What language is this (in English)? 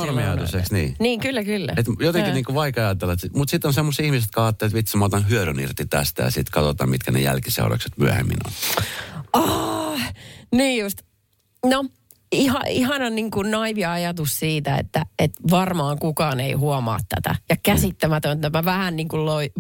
Finnish